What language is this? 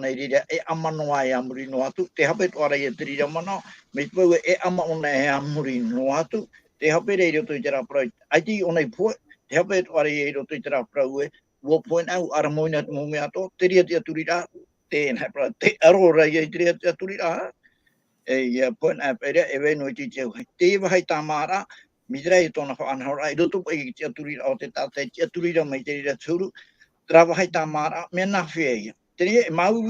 Tahitian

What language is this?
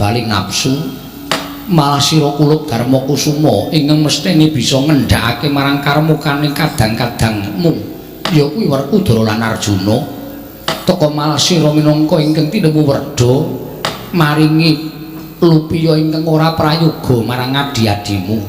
Javanese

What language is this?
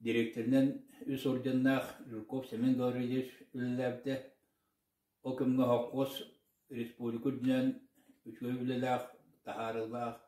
Yakut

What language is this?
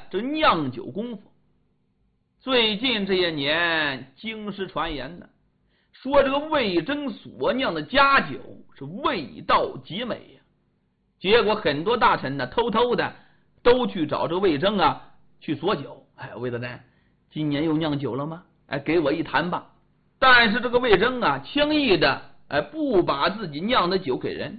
Chinese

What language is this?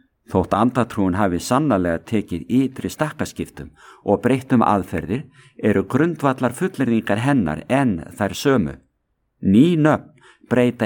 Icelandic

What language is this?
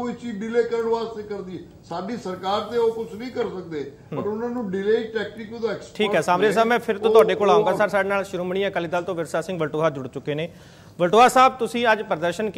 Punjabi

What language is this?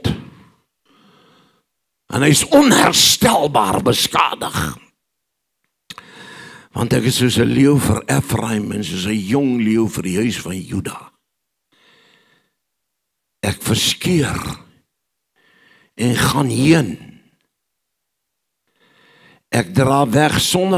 Afrikaans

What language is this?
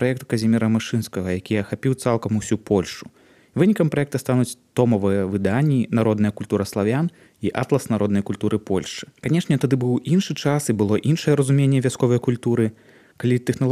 Belarusian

